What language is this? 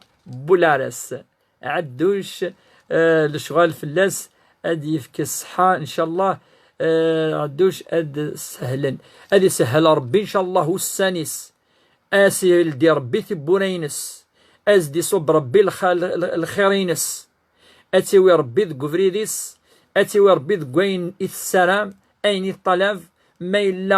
Kabyle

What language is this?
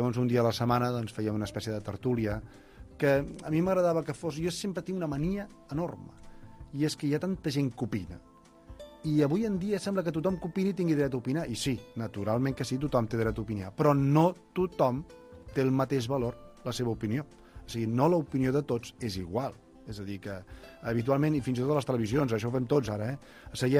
Catalan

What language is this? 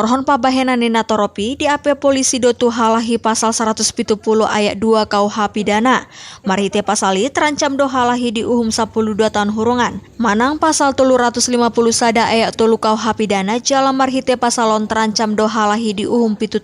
Batak Toba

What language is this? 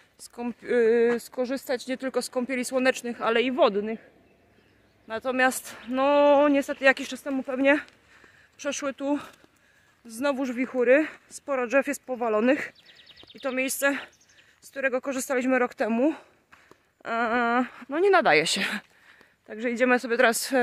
Polish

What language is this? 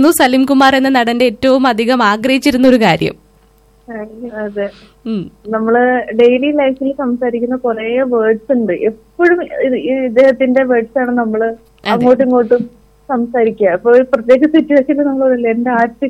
Malayalam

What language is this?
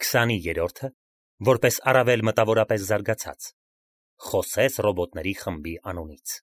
Armenian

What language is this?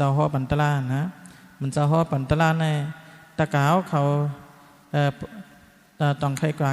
Shan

